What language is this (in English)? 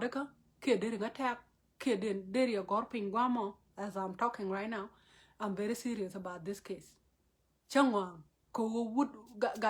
Nuer